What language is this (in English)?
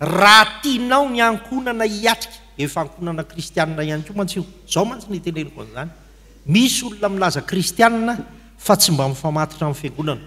Malagasy